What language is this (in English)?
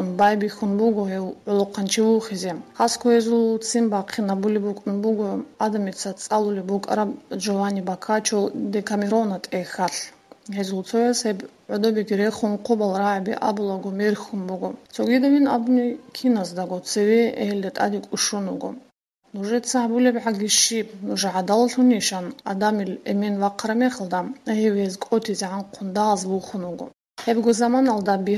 Avaric